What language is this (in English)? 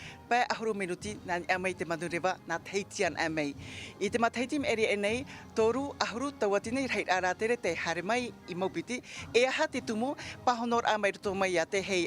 Tahitian